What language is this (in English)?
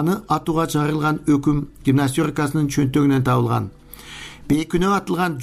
Kyrgyz